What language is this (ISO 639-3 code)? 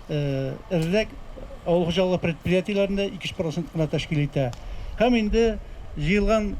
tat